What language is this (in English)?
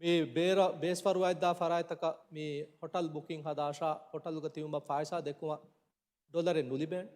Divehi